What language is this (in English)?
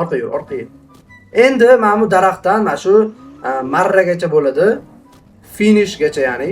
Uzbek